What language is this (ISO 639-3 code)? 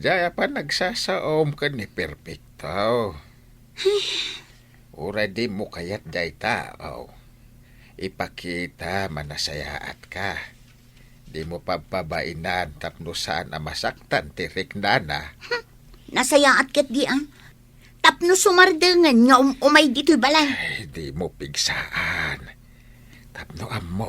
ilo